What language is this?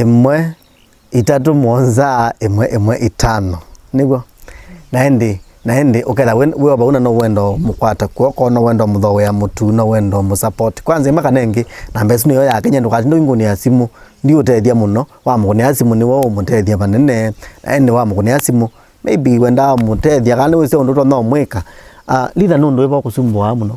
Kamba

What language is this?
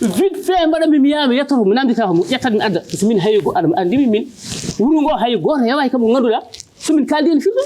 Fula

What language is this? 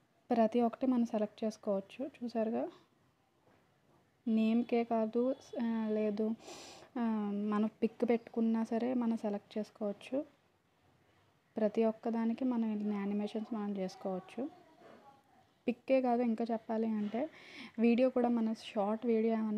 Telugu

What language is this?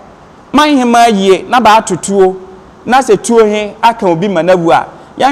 Akan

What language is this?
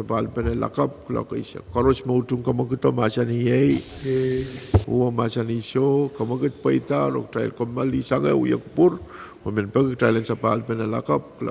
Pohnpeian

